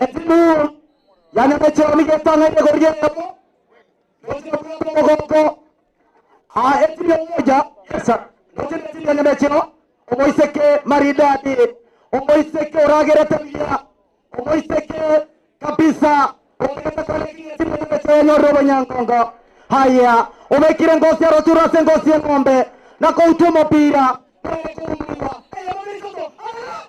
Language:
Gusii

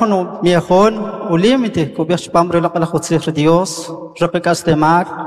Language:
Kaqchikel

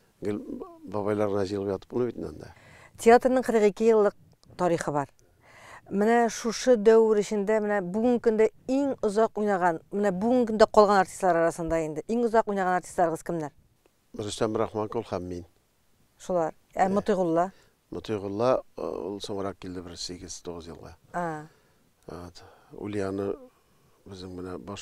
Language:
Tatar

